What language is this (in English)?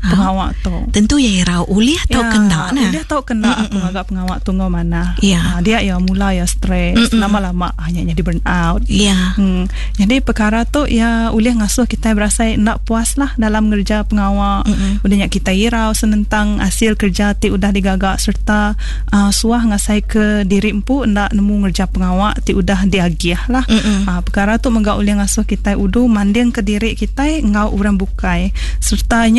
Iban